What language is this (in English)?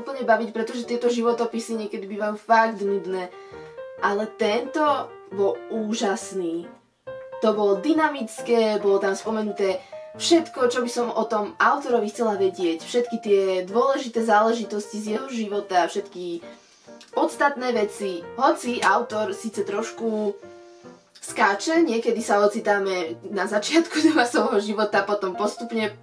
Slovak